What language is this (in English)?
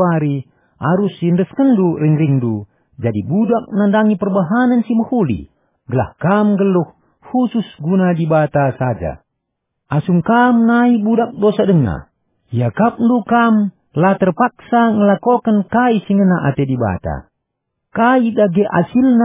Batak Karo